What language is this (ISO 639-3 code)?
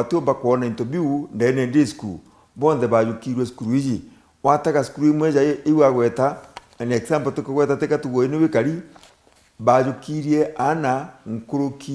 mer